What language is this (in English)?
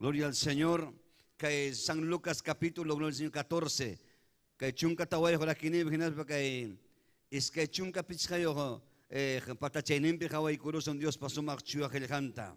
Ayacucho Quechua